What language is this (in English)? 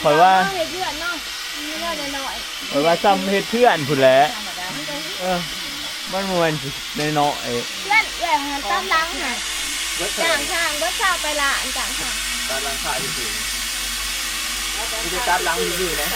Northeastern Thai